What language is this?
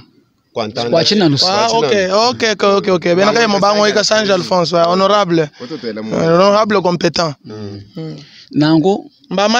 Luba-Lulua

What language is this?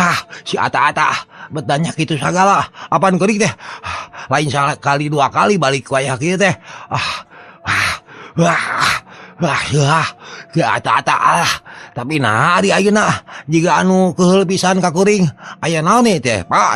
Sundanese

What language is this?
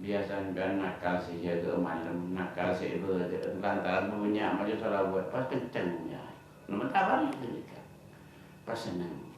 Madurese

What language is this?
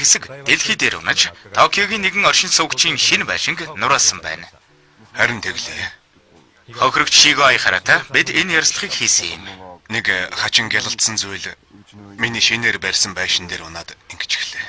Mongolian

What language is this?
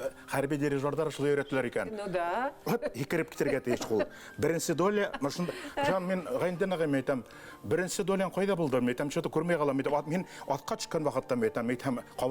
Bashkir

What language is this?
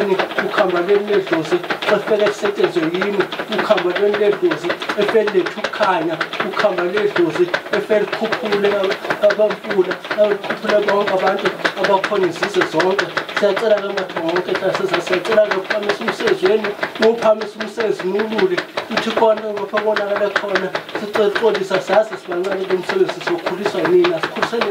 Zulu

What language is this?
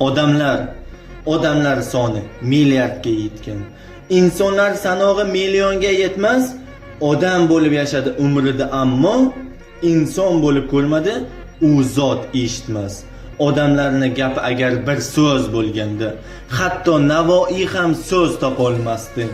Uzbek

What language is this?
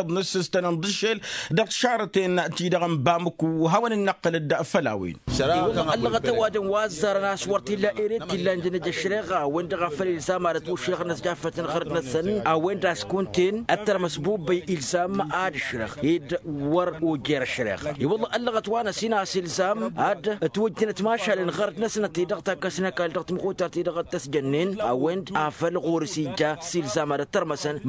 Tamasheq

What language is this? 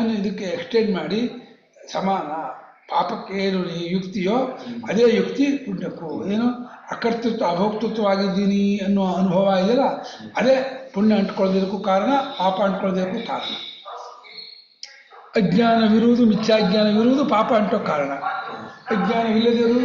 Kannada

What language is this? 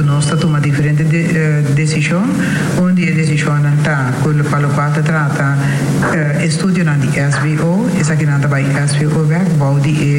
Papiamento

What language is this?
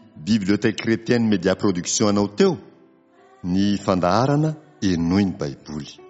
Malagasy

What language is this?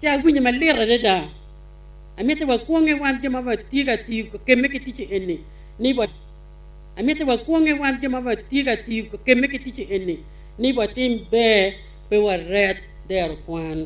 Acoli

